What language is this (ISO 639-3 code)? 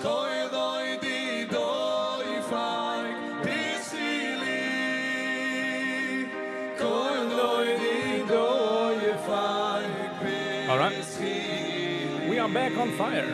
yid